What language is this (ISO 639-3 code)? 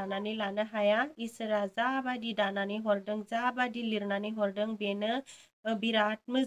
brx